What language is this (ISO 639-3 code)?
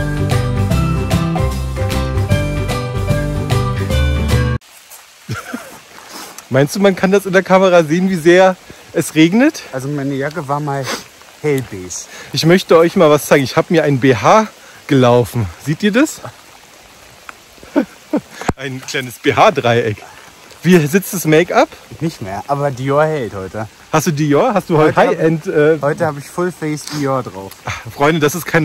deu